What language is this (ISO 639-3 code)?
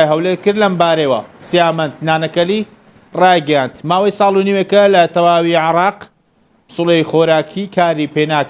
ckb